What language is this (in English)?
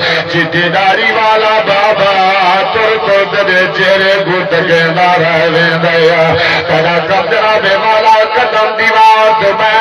Saraiki